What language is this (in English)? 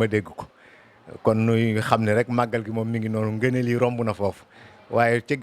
Wolof